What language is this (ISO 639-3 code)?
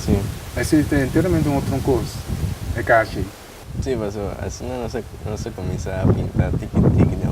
pap